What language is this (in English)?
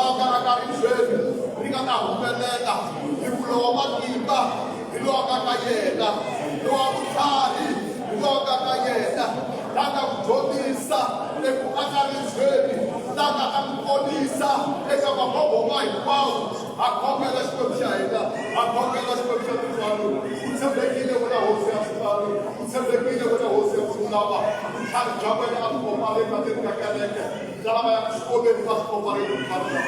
Tsonga